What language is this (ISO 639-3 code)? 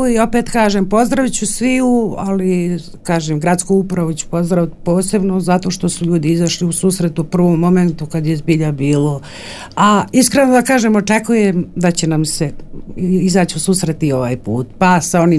srp